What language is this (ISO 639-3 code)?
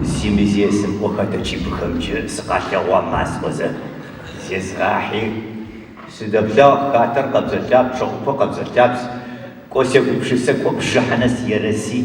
ady